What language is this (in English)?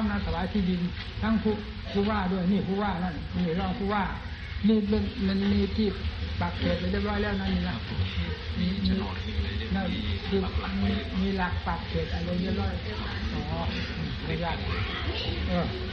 Thai